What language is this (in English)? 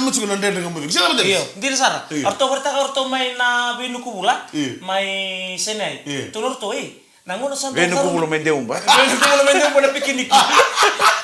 Fijian